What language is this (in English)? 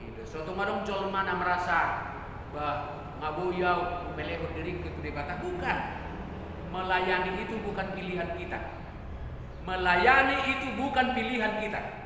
Batak Toba